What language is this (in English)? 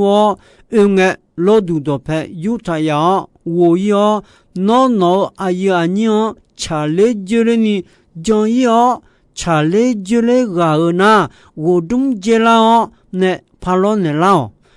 Akha